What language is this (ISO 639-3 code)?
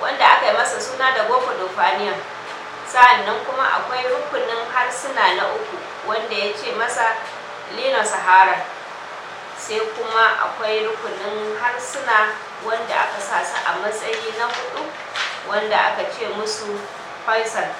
hau